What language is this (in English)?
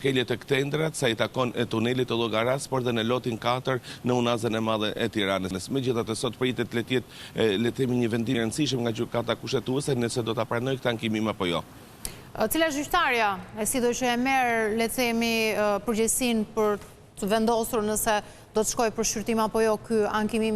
Albanian